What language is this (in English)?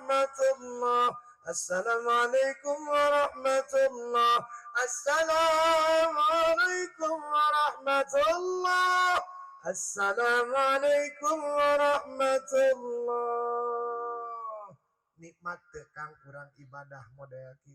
Sundanese